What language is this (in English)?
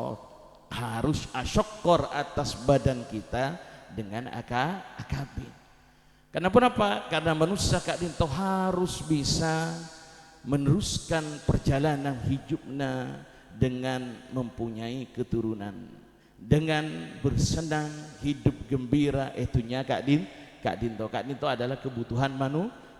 Madurese